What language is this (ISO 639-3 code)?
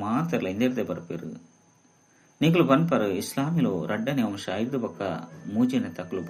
tcy